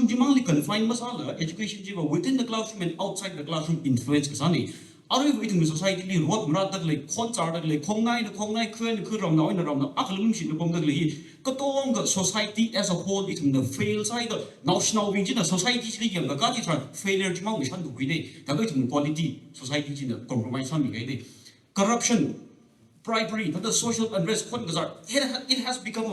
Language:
Tangkhul Naga (India)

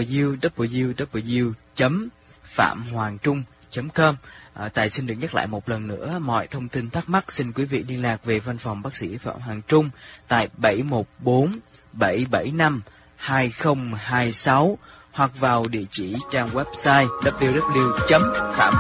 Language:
Vietnamese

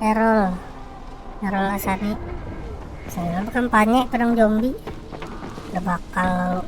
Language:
Banjar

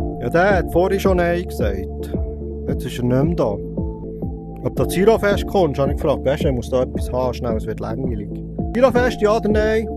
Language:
Swiss German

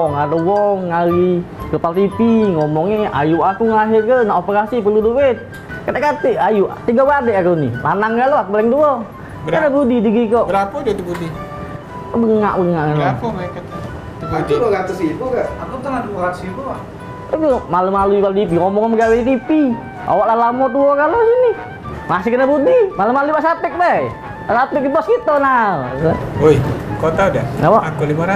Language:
Musi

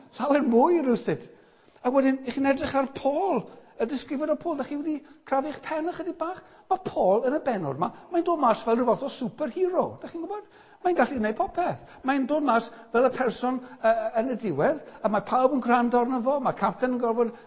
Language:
Welsh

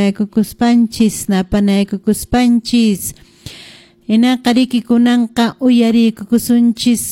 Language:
Quechua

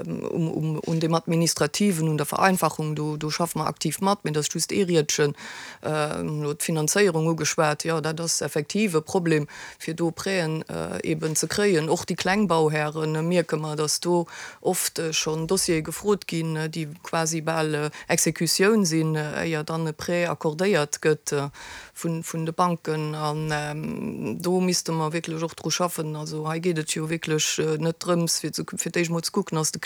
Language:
Luxembourgish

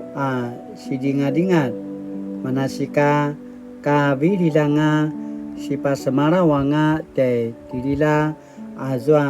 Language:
Paiwan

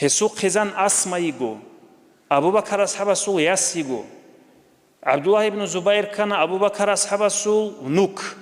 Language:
Avaric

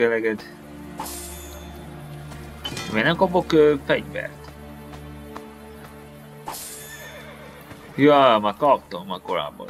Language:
Hungarian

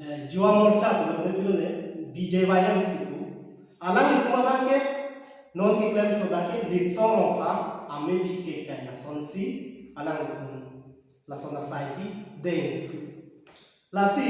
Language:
Karbi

